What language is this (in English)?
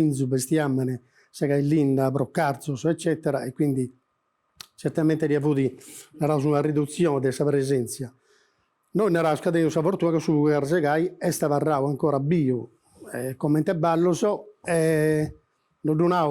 Sardinian